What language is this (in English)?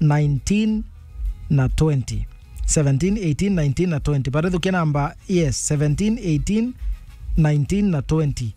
Meru